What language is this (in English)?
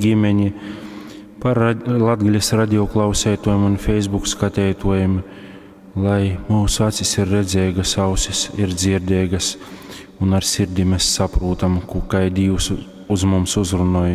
Latgalian